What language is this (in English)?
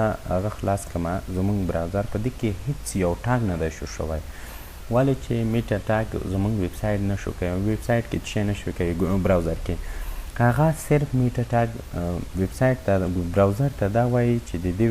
Pashto